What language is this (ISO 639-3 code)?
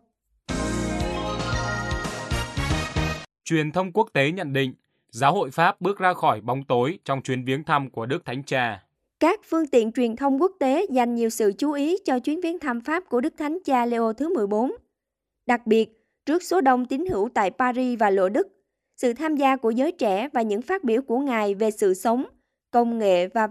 vie